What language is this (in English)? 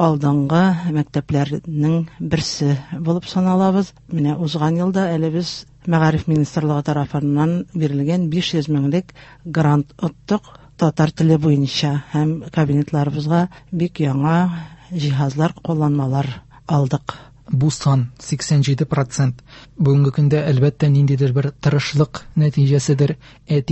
Tatar